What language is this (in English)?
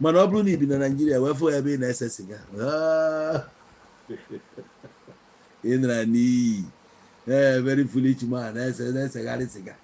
Igbo